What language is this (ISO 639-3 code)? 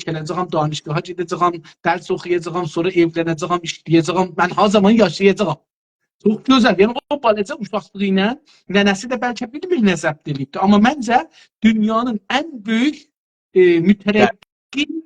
azb